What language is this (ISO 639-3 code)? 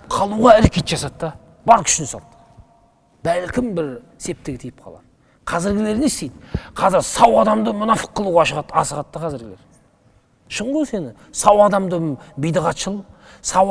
kaz